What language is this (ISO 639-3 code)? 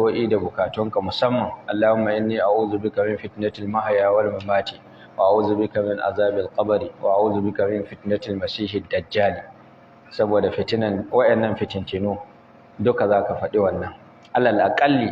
hau